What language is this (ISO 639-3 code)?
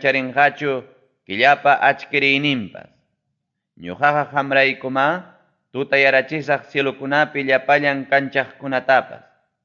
quy